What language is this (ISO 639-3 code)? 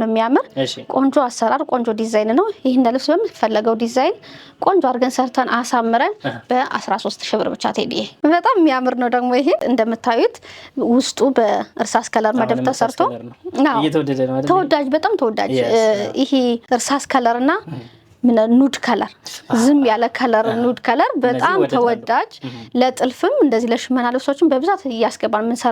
amh